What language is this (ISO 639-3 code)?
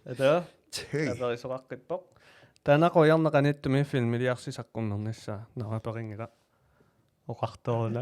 kal